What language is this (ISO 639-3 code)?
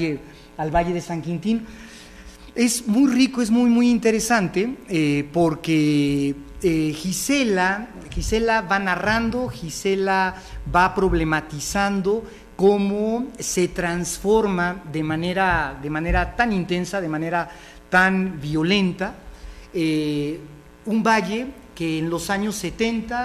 spa